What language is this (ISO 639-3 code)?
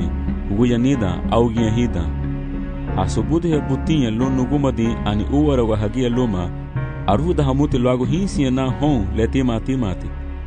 cab